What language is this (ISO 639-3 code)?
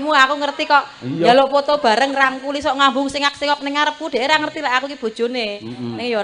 jav